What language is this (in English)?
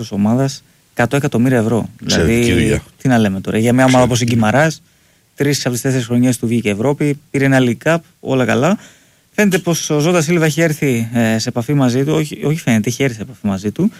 Greek